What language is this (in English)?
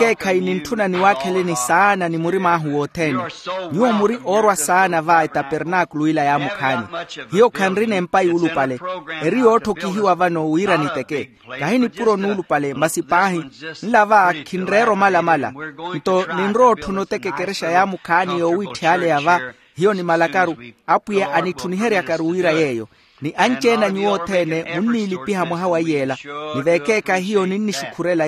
Makhuwa